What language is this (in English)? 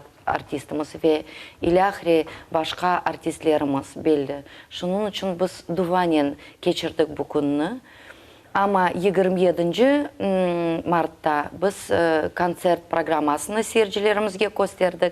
Crimean Tatar